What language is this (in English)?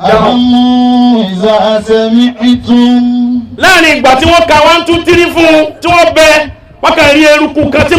Yoruba